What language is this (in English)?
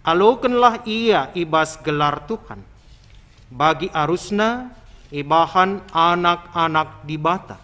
Batak Karo